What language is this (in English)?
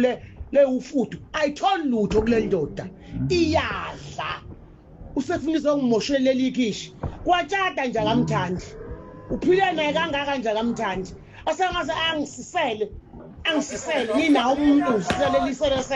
Zulu